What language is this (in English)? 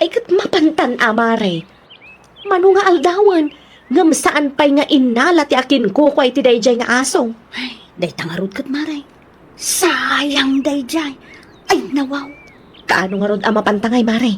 Iloko